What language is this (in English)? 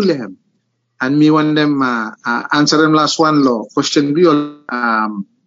Bislama